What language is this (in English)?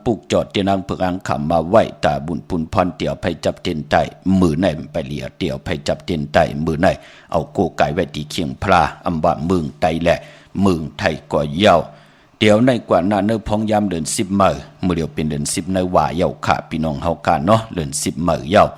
Shan